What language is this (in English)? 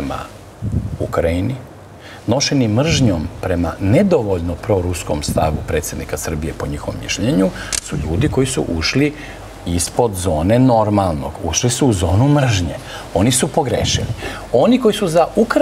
Serbian